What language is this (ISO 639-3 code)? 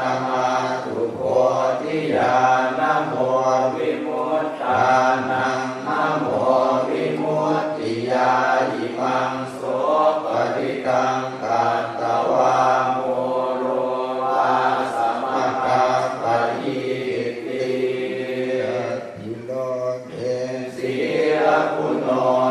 pli